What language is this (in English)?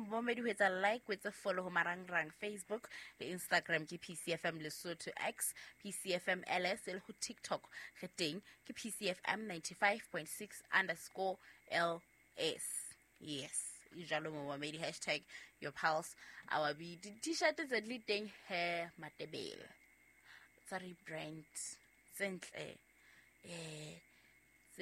Southern Sotho